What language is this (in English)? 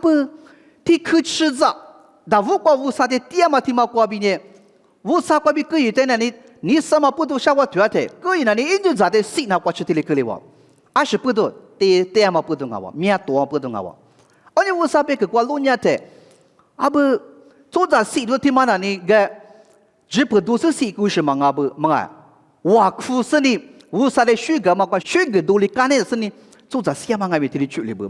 Lisu